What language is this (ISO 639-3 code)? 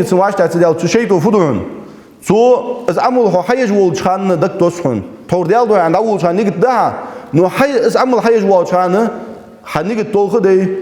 inh